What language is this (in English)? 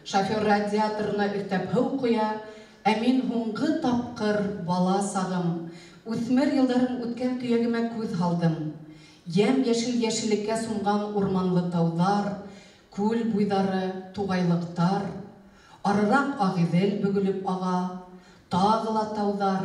Bashkir